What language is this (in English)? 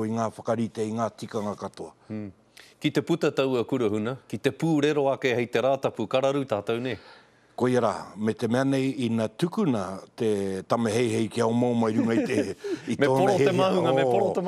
Māori